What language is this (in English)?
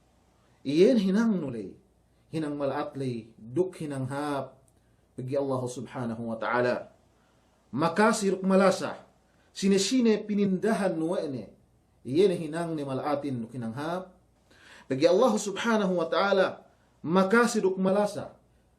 Yakan